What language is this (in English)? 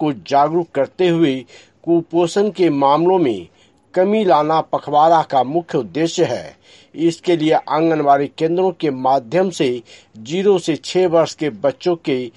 Hindi